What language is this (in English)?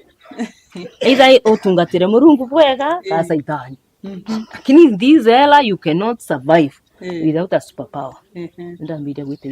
Meru